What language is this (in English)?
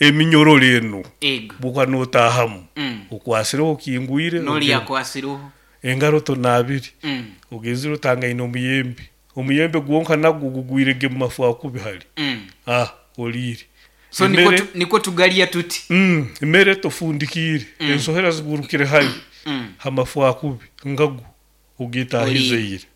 Nyoro